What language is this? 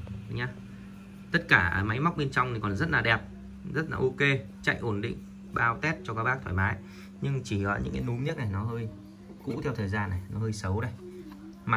Vietnamese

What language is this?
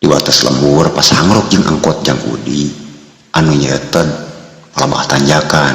Sundanese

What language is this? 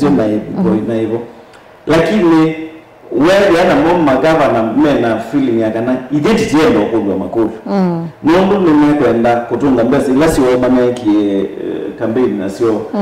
Kamba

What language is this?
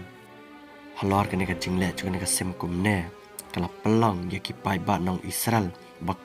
Khasi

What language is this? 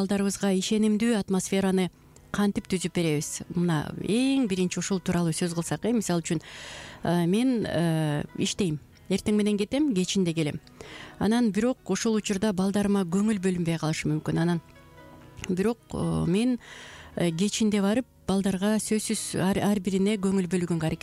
Kyrgyz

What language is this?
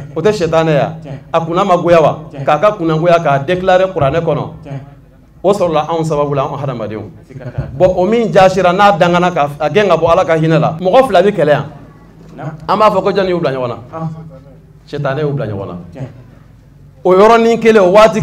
Bambara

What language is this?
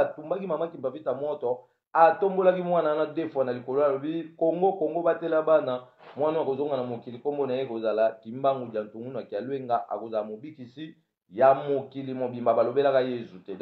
Lingala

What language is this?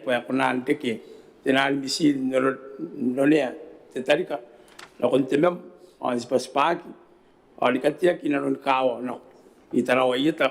Gilbertese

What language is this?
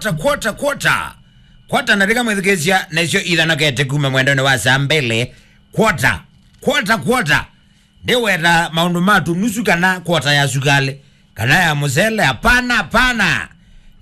Kamba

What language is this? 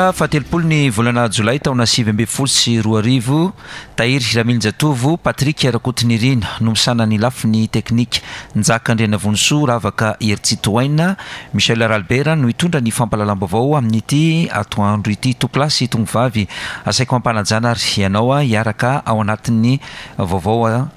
Malagasy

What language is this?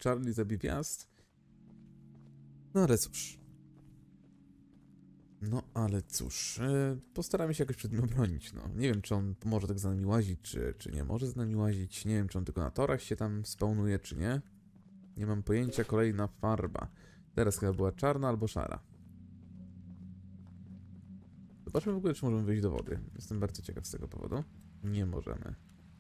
Polish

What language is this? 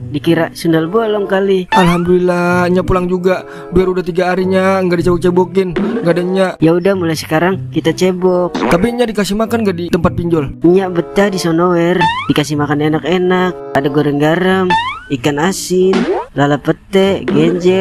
Betawi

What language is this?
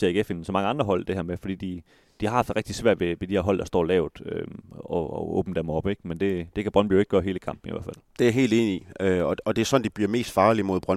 Danish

